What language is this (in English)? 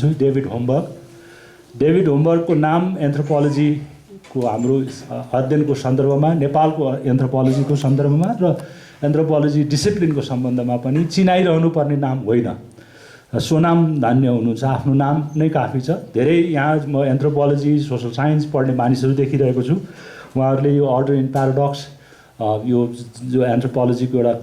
Nepali